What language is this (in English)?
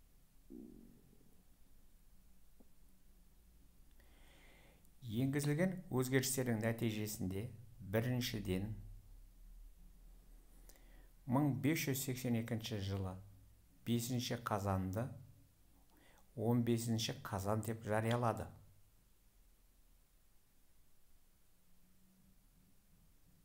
Kazakh